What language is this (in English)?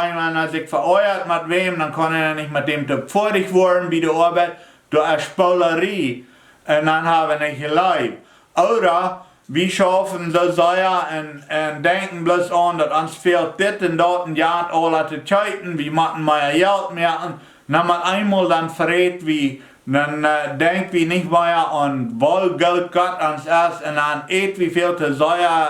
Plautdietsch